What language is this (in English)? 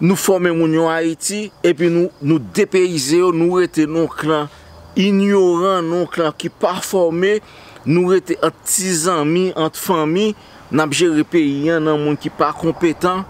Haitian Creole